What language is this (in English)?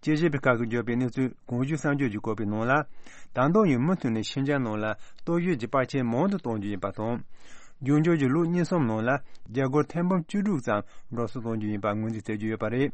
Tibetan